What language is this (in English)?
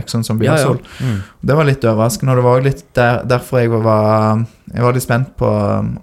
Norwegian